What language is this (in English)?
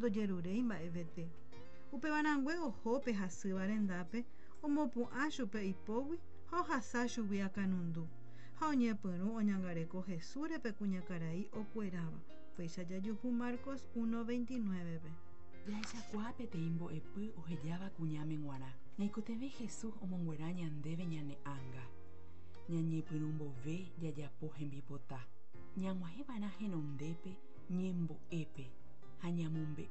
Guarani